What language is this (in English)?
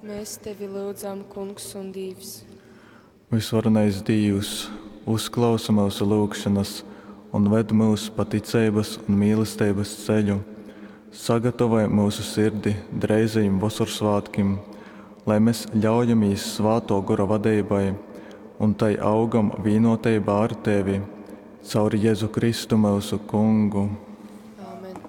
Latgalian